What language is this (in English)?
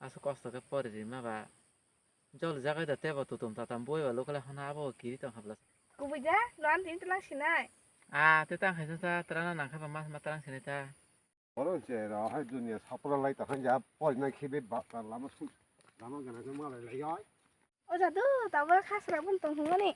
Kok Borok